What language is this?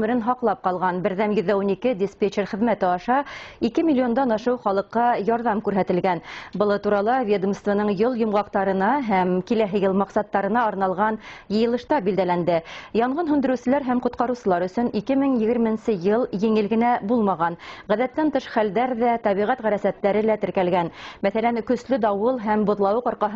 Bashkir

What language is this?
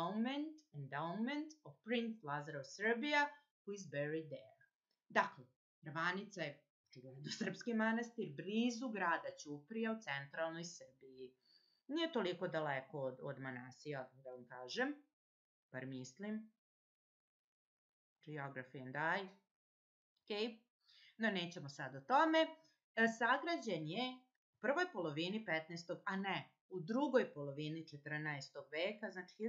Serbian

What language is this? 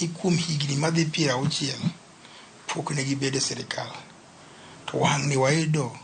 Luo (Kenya and Tanzania)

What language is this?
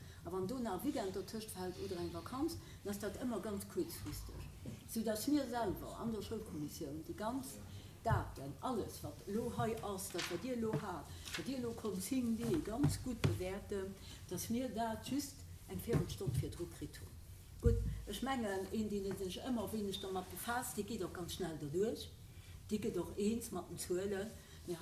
Luxembourgish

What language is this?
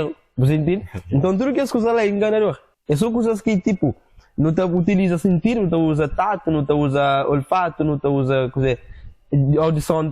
Kabuverdianu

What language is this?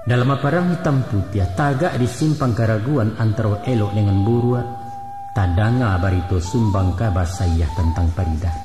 Minangkabau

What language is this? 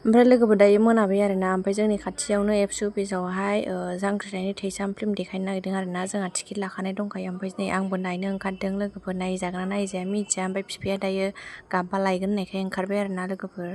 Bodo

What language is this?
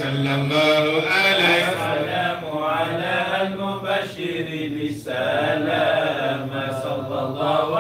Arabic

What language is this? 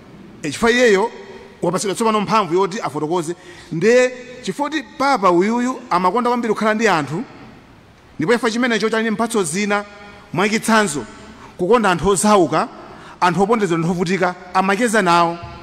Nyanja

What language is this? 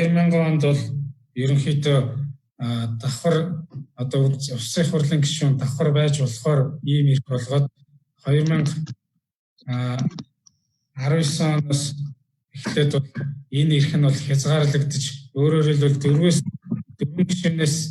Mongolian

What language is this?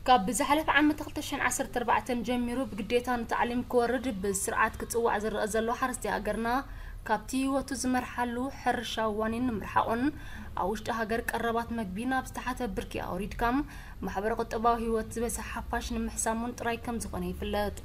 Tigrinya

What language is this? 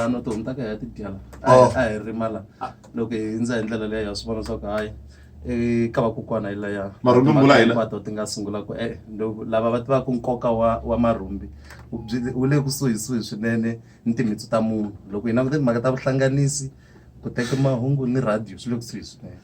Tsonga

